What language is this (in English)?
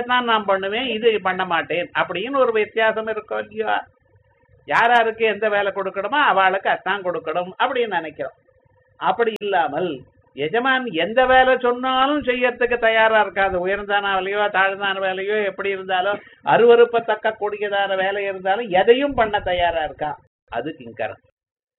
Tamil